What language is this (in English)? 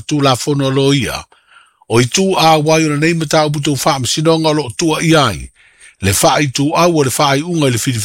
Samoan